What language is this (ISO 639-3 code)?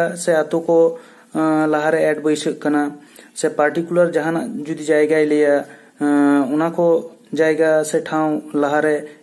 sat